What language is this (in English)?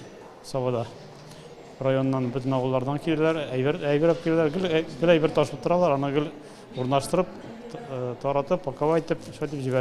Tatar